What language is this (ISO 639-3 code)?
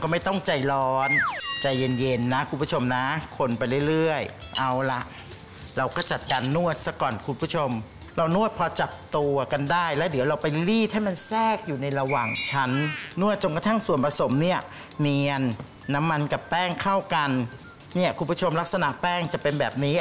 tha